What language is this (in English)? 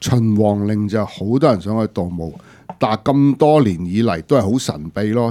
Cantonese